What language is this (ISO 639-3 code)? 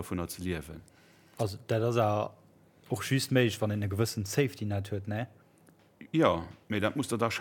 ltz